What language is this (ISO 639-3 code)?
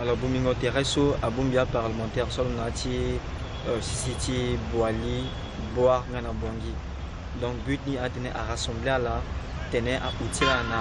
sag